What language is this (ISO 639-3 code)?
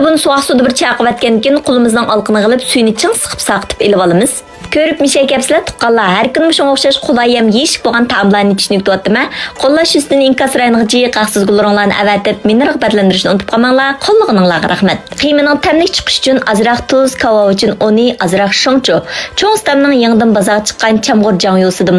uig